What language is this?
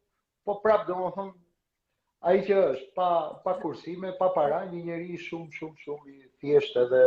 Albanian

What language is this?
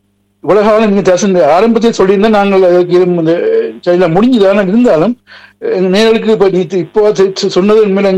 Tamil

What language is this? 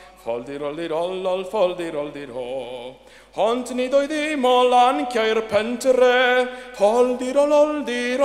Welsh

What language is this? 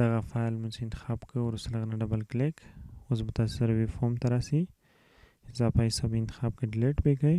Pashto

